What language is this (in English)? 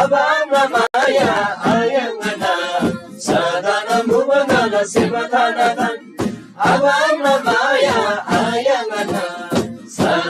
Eastern Tamang